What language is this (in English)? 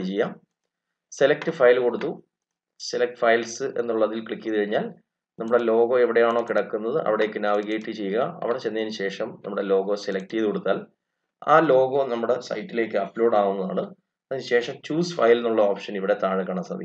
Malayalam